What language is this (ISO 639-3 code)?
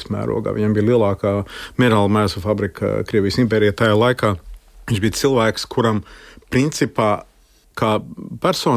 lav